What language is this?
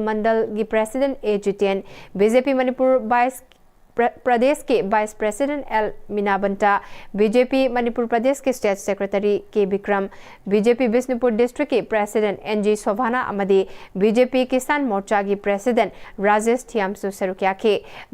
Manipuri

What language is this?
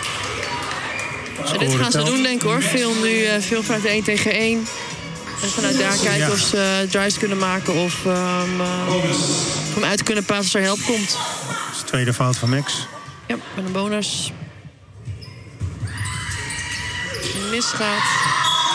Dutch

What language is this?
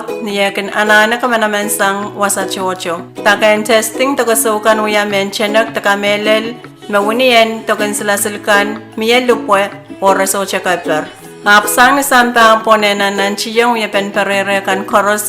Pohnpeian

